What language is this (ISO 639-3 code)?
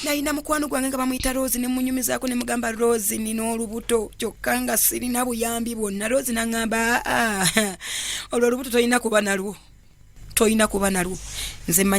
lug